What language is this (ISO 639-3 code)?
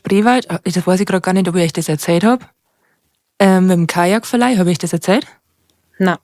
bar